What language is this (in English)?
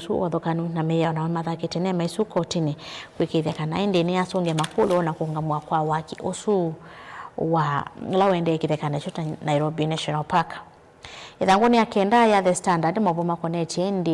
Kamba